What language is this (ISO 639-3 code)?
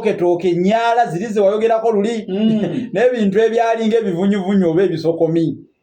lug